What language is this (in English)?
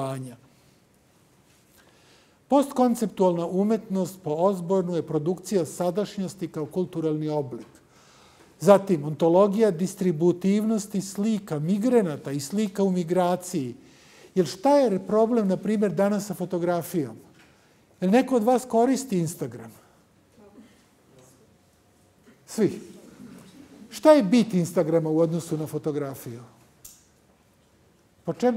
Serbian